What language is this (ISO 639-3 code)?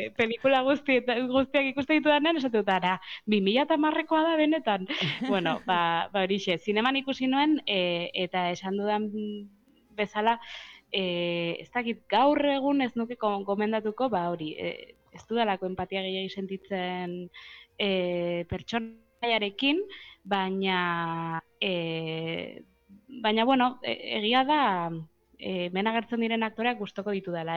eus